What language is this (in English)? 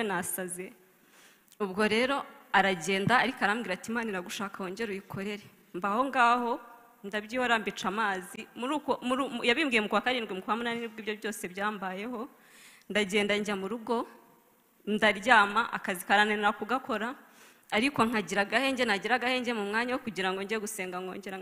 Kinyarwanda